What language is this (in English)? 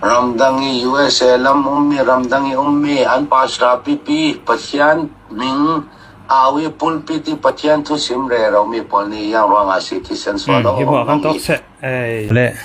Falam Chin